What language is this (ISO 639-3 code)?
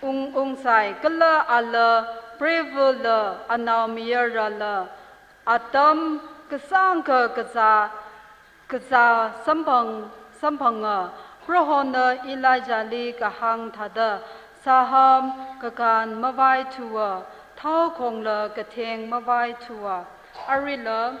nmf